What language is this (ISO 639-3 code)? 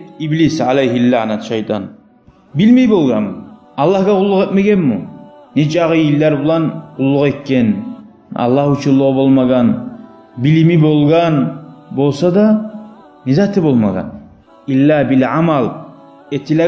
kum